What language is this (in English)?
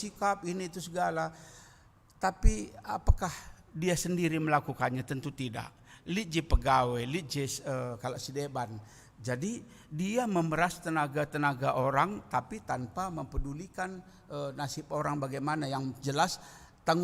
Batak Karo